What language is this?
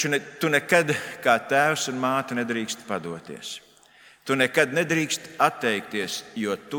Latvian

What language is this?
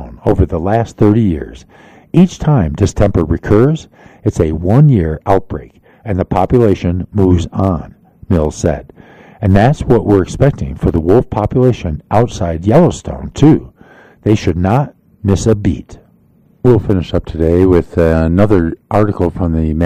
English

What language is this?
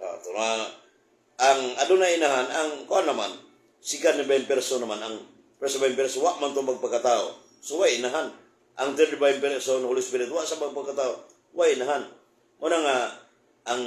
Cebuano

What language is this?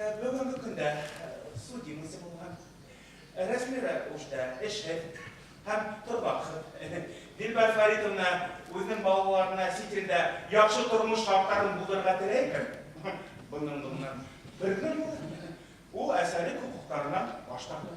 Bashkir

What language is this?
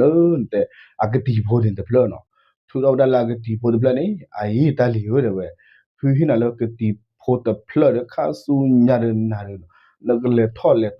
S'gaw Karen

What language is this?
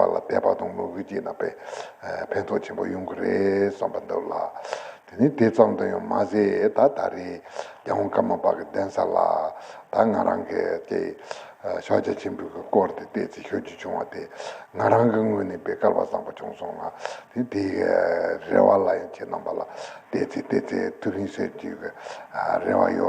Tibetan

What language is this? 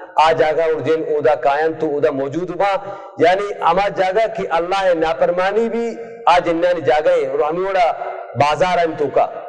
Baluchi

